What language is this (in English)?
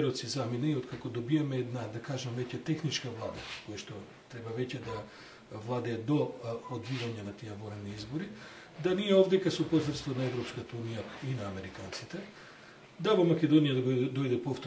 Macedonian